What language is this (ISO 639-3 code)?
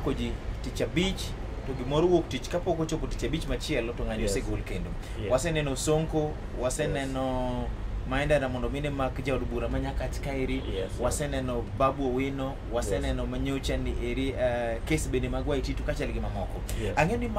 luo